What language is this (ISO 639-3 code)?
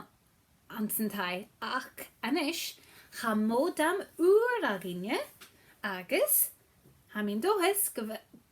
gla